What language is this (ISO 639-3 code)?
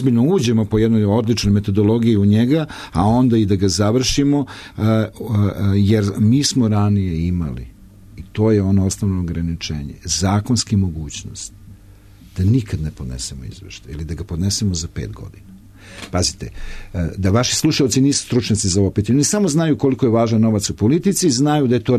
srp